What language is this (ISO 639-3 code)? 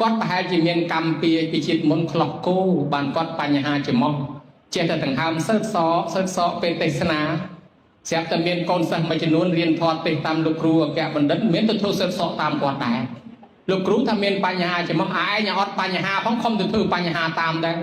khm